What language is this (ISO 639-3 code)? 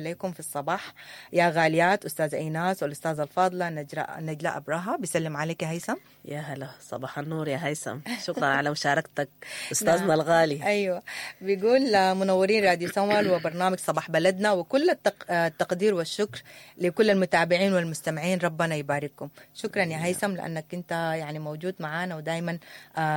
apd